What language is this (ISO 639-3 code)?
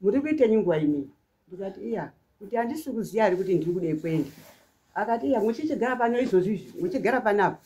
sna